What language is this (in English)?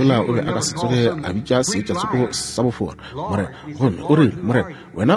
Northern Sotho